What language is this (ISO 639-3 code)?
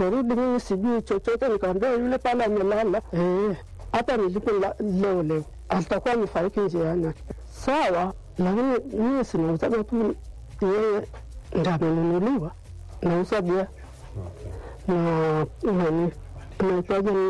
swa